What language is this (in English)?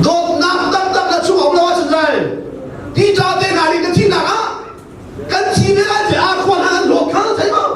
Hakha Chin